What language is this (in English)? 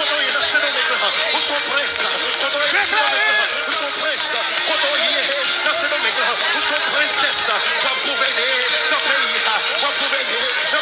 Haitian Creole